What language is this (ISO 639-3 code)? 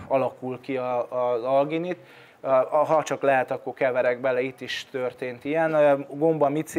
hun